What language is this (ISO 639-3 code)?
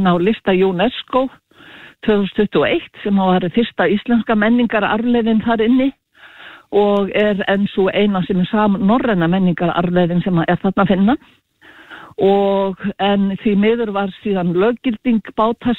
isl